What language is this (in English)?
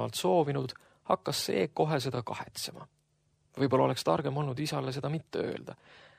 Estonian